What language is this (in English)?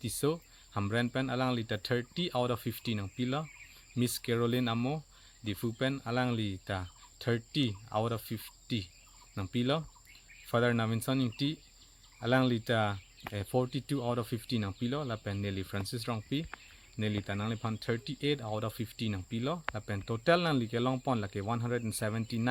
Karbi